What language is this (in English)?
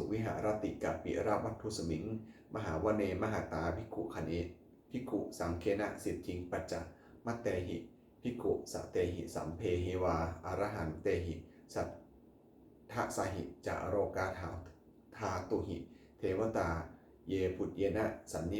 Pali